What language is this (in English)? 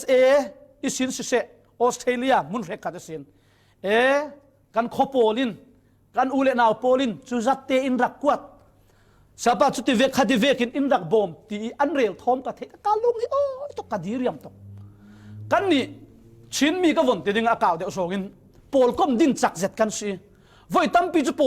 Falam Chin